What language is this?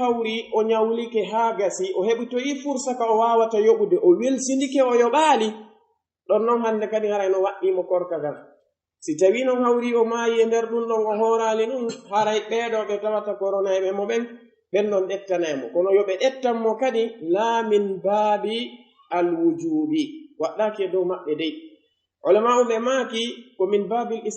Pular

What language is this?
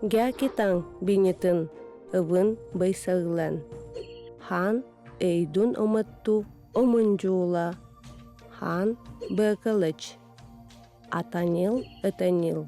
Yakut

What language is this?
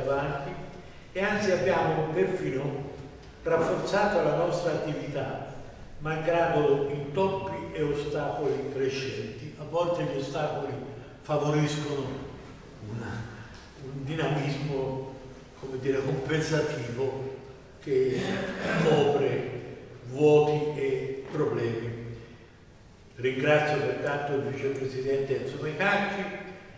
Italian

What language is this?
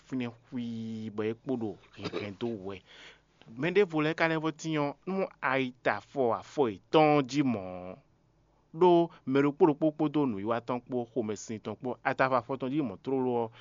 Fon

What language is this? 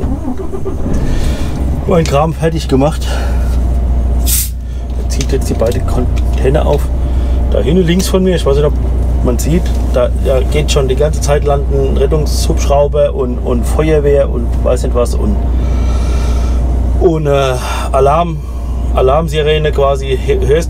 German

